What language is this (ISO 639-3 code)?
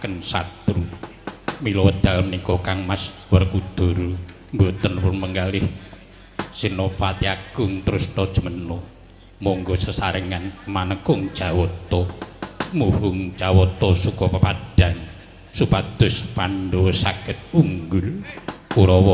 jav